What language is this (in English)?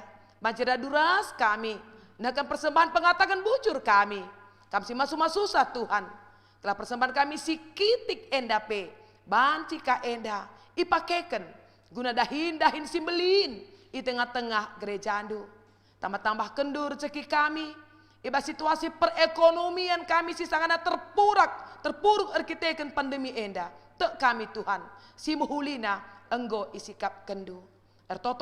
Batak Karo